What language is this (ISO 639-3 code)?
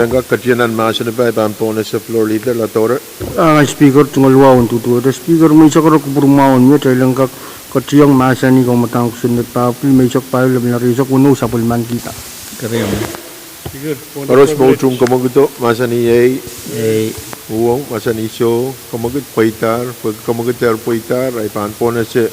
pon